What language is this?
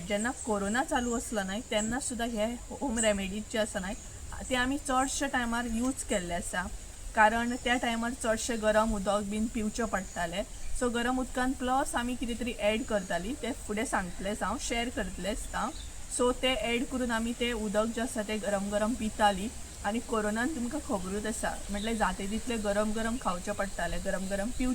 Konkani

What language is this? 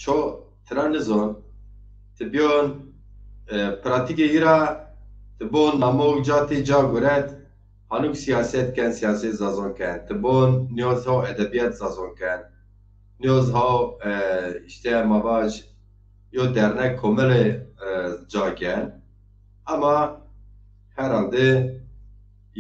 Zaza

